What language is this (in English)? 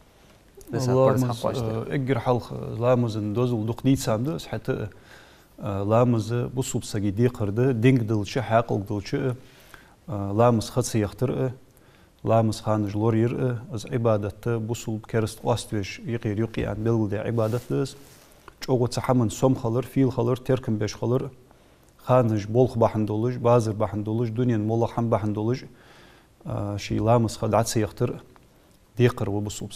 Ingush